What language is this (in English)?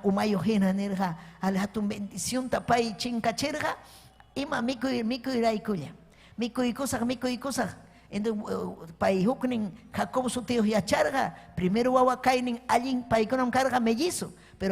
Ayacucho Quechua